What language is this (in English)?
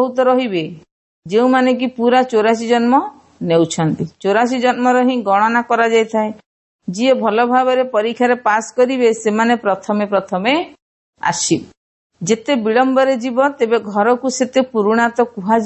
Odia